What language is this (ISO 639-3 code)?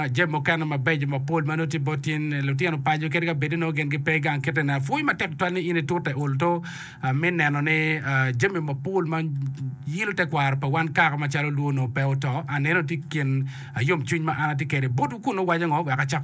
ach